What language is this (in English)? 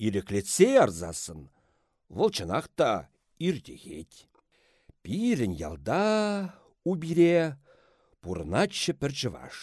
Chuvash